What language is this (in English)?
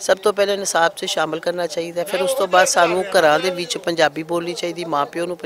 Western Panjabi